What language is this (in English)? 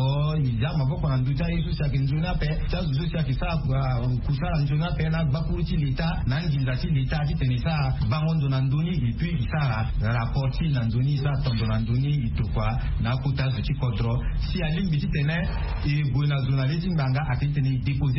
Sango